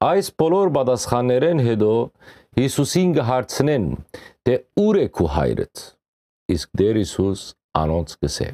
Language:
Western Armenian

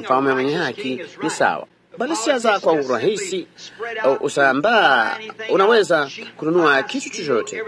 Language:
Swahili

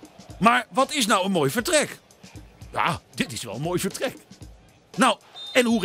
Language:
Dutch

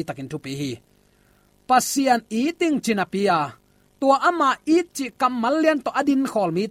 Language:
Tedim Chin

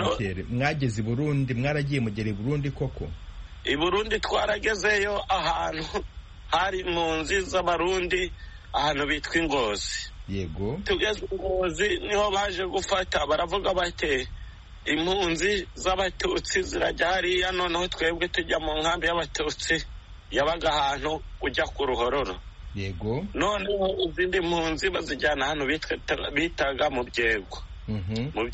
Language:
Kinyarwanda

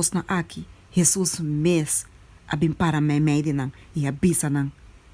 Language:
Papiamento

